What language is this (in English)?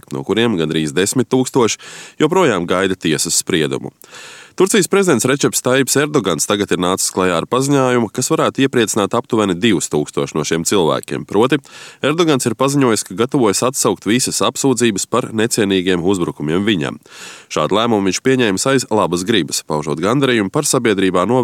Latvian